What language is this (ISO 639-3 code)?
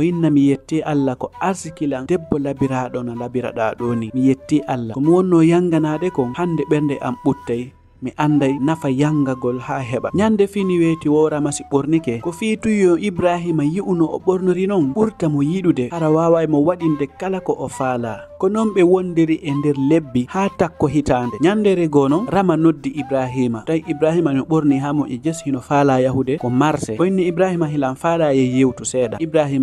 ful